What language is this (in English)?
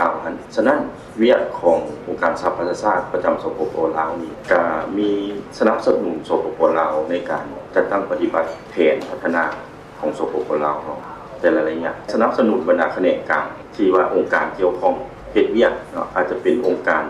Lao